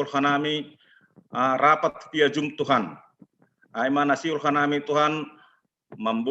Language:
Batak Simalungun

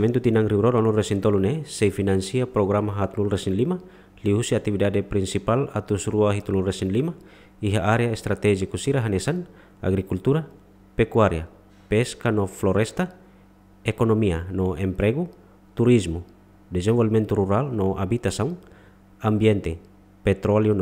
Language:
Tetum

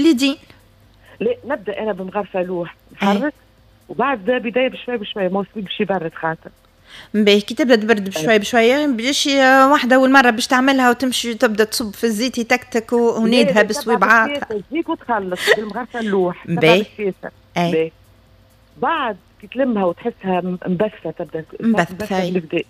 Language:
Tunisian Arabic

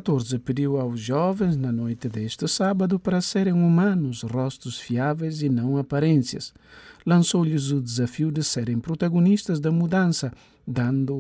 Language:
Portuguese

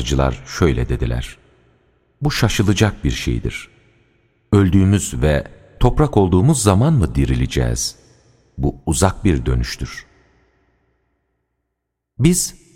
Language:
Turkish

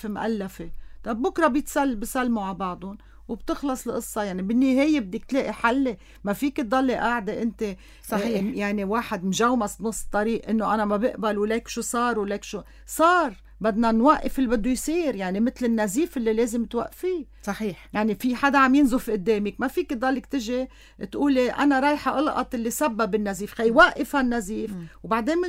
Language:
North Levantine Arabic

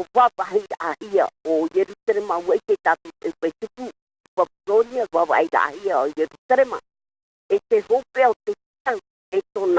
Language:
Tahitian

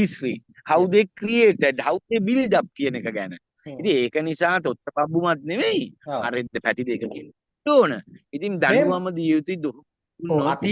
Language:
Sinhala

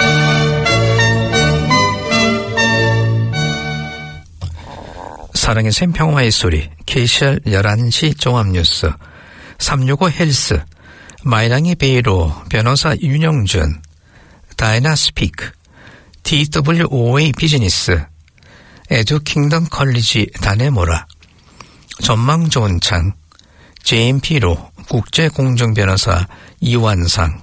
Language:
Korean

